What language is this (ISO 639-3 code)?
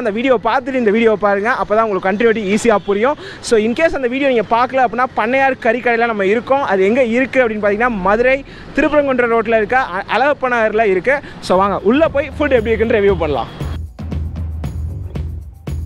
tam